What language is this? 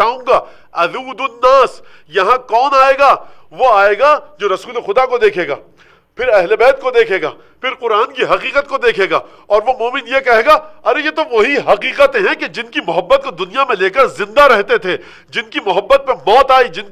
Urdu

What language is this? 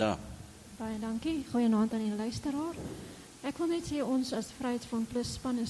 Afrikaans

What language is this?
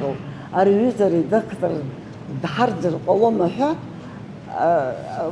Abkhazian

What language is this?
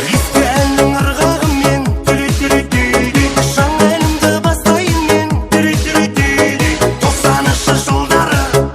Kara-Kalpak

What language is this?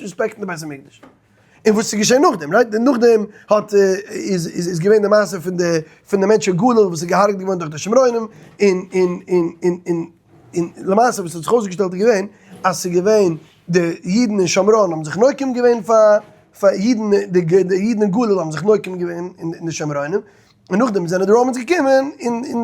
Yiddish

